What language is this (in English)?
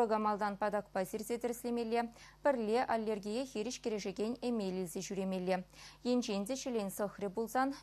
Chuvash